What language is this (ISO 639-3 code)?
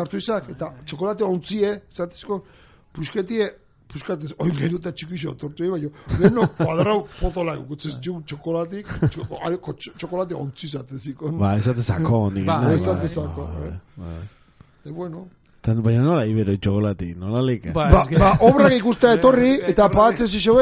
eus